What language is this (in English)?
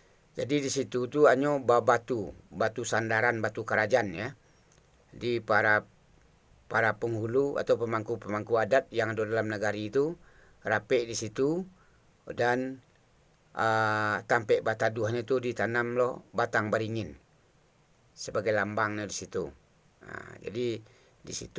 Minangkabau